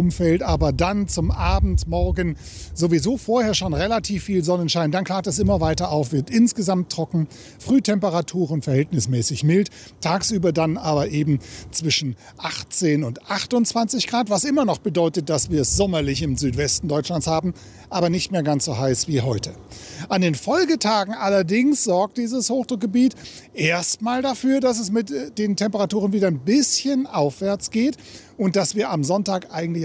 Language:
German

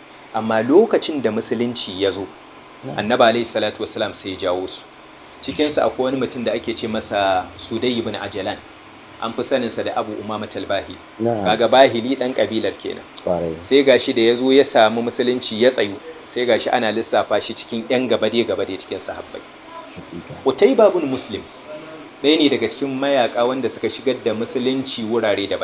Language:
Hausa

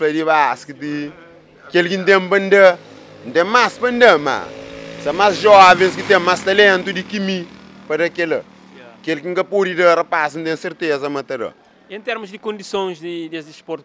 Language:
Kabuverdianu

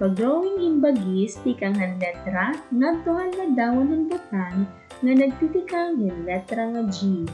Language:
Waray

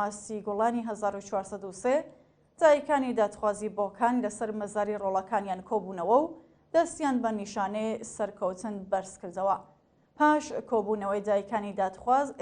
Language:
Central Kurdish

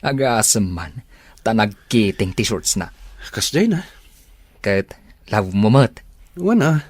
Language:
Iloko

